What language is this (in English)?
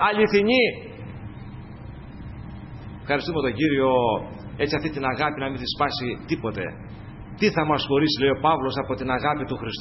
Greek